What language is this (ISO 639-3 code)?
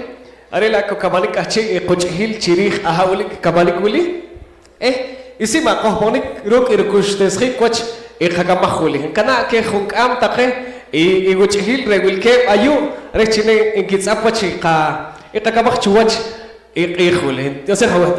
poh